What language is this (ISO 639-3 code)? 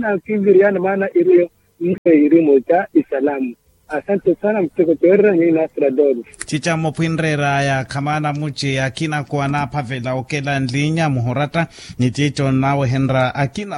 vmw